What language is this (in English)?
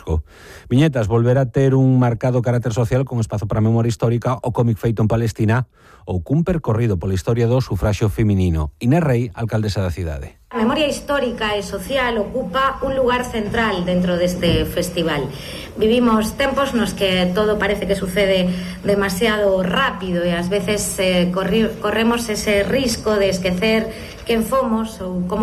Galician